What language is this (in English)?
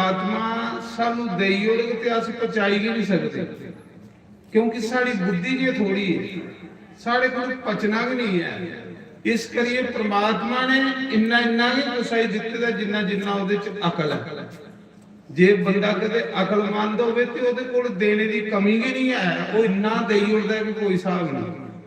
Dogri